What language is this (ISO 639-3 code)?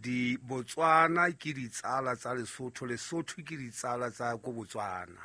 sot